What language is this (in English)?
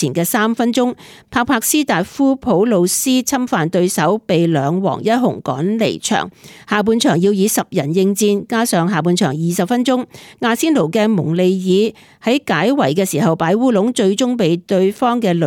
Cantonese